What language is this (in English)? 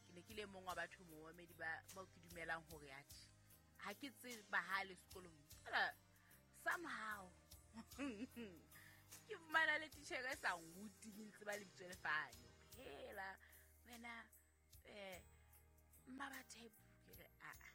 Southern Sotho